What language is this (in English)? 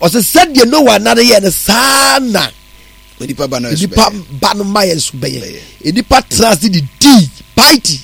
Akan